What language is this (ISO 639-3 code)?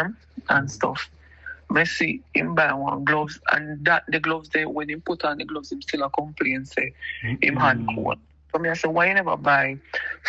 jam